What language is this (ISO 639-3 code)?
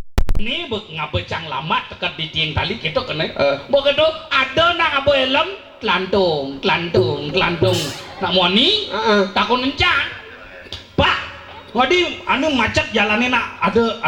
ban